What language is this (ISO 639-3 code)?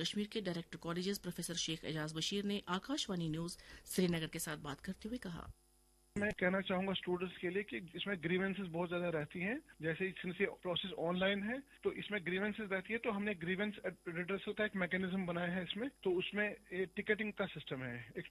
urd